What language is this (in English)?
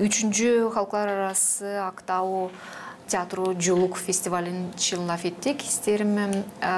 Gagauz